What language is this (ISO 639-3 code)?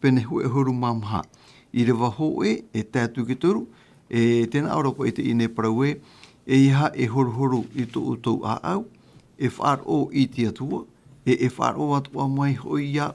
tah